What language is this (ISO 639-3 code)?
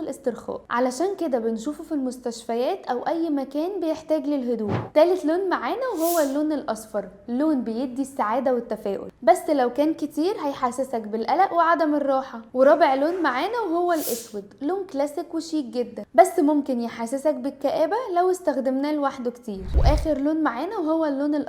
arz